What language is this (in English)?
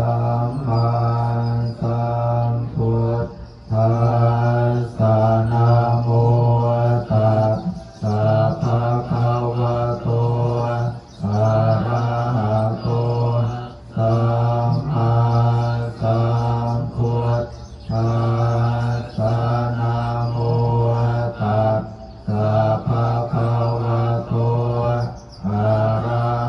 Pali